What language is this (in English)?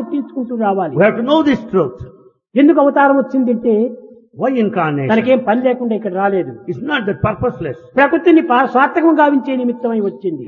Telugu